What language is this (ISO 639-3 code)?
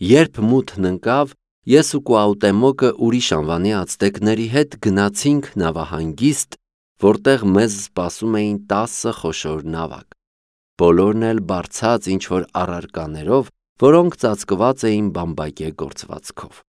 hye